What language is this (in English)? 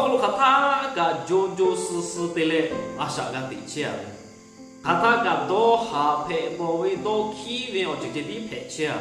Lahu